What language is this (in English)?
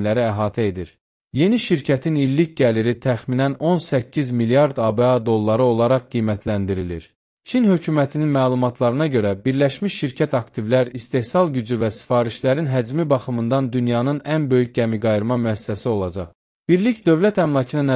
Azerbaijani